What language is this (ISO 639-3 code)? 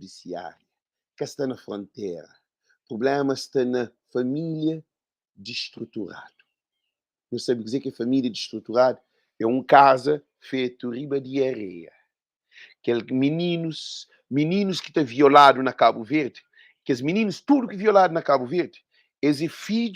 kea